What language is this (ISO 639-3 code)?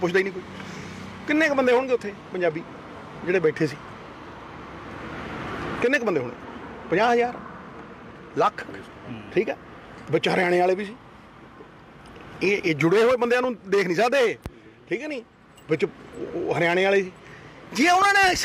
pan